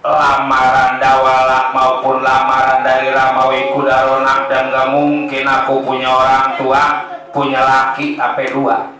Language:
Betawi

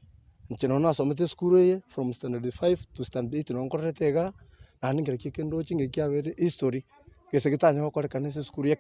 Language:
Gusii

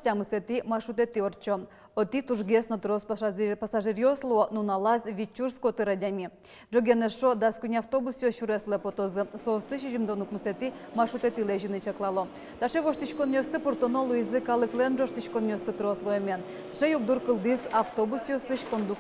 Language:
Udmurt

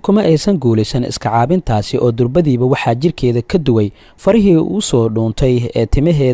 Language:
Somali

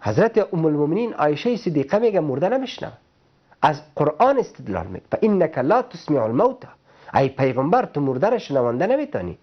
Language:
Persian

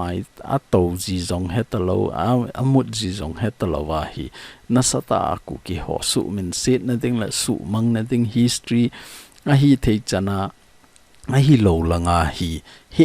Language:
Thado Chin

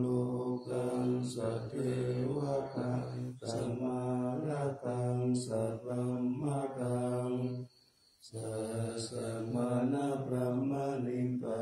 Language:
Pali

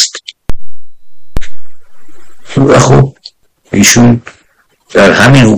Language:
Persian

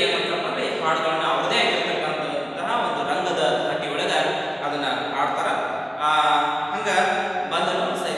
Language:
Kannada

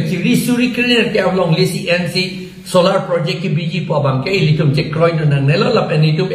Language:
Karbi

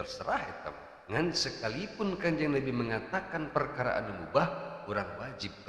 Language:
Sundanese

